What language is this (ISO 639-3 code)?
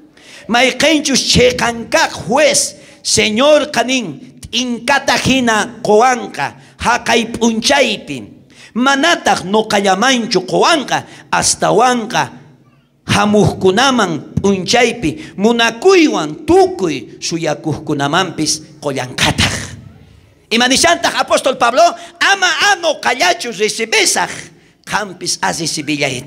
quh